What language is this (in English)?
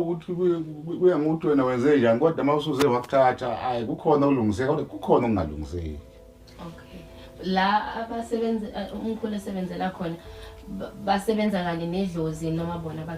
Zulu